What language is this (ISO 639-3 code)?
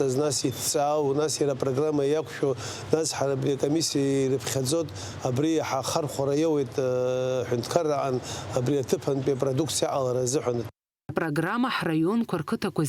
abk